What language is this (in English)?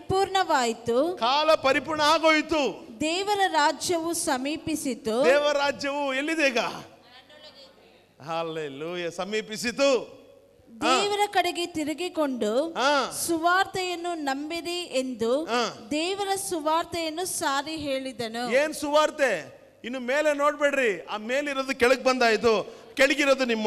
Kannada